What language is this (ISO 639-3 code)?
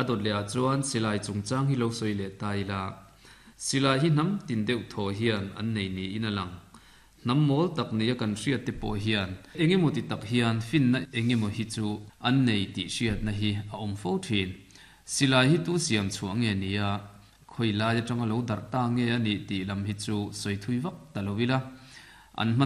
lus